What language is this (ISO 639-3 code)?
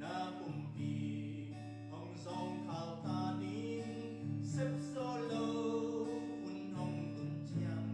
ctd